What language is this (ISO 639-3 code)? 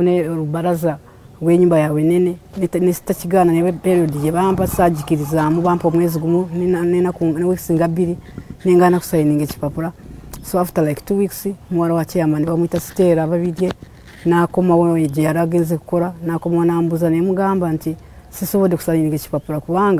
lug